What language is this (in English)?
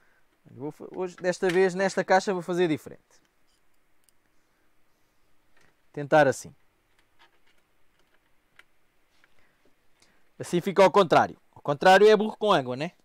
Portuguese